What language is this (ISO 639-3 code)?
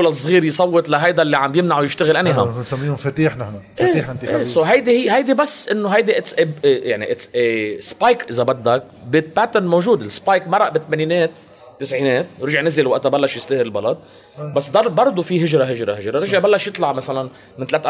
apc